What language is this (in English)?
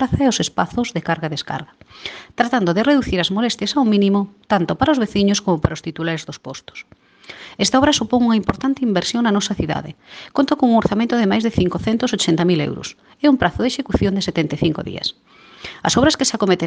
Galician